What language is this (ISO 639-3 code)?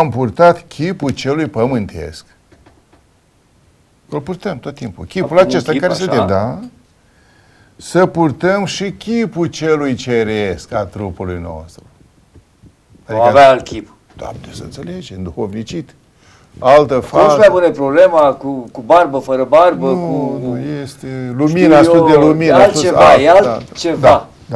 ron